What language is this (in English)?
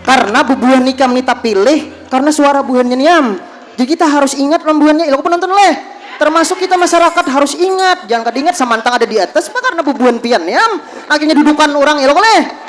Banjar